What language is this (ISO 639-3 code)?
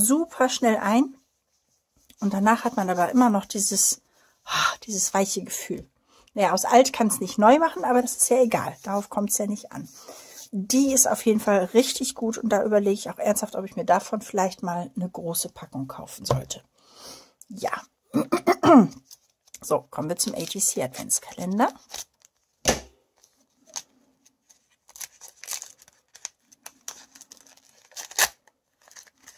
deu